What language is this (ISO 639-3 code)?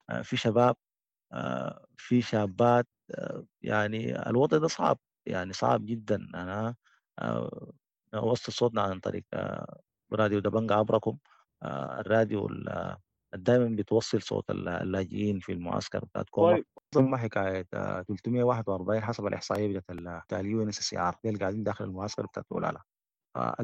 apd